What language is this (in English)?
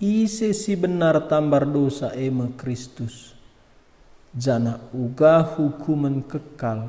Batak Karo